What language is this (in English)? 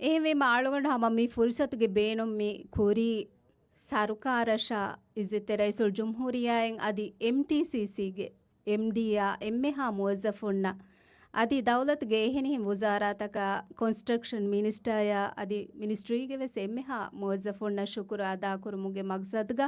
Divehi